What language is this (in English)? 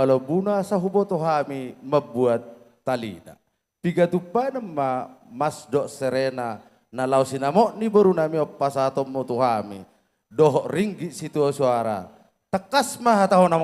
Batak Toba